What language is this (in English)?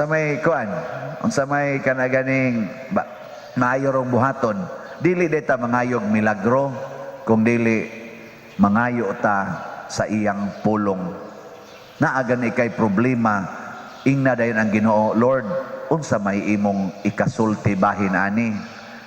Cebuano